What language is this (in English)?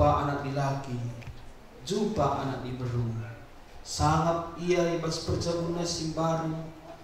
Batak Karo